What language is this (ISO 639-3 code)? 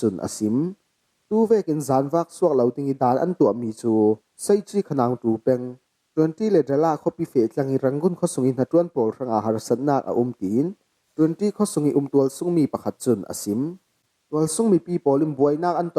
cfm